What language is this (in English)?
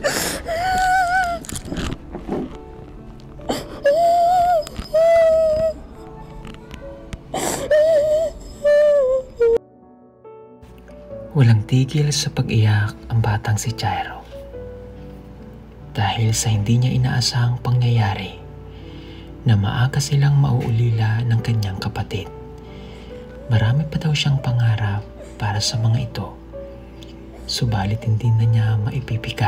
Filipino